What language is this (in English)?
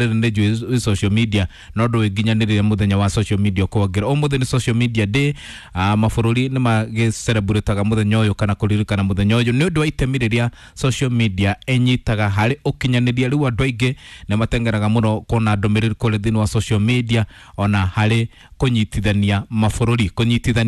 Kikuyu